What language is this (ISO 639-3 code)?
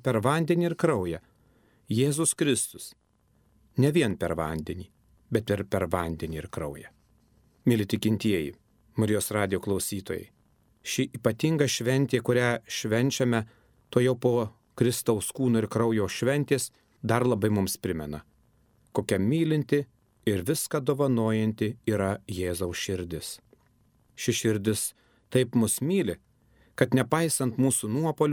lit